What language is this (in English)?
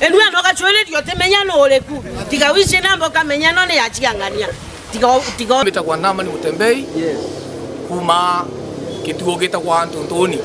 Meru